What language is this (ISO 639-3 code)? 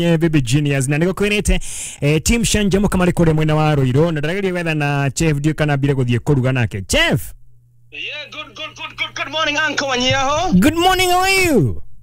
kik